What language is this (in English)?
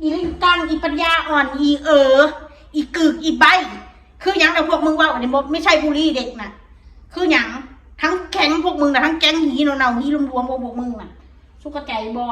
Northeastern Thai